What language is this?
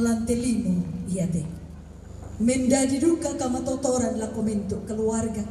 Toraja-Sa'dan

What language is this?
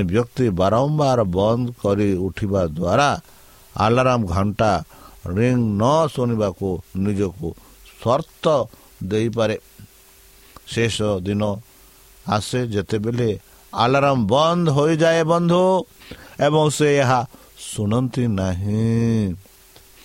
Odia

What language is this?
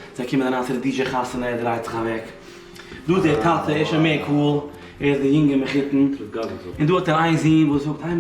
Yiddish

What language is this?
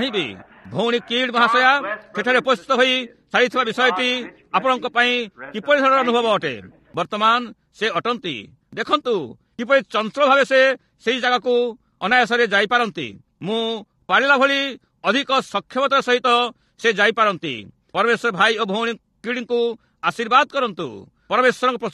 Odia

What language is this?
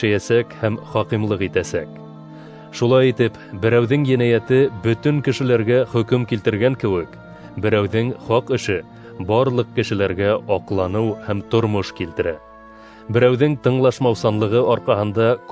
Bashkir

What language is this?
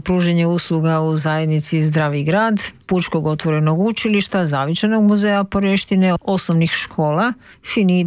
Croatian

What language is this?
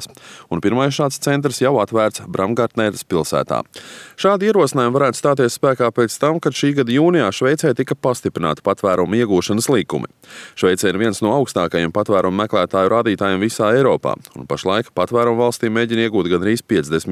Latvian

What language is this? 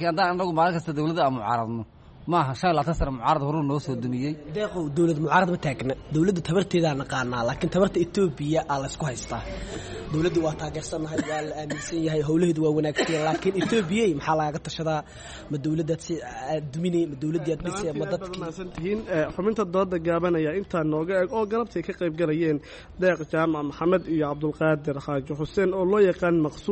Somali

